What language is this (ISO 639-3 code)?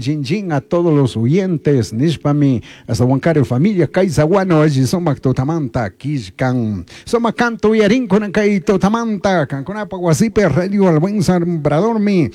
qug